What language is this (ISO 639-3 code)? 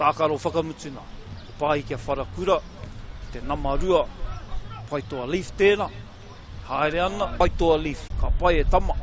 mri